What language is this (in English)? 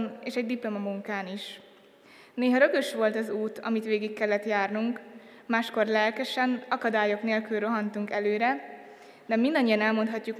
Hungarian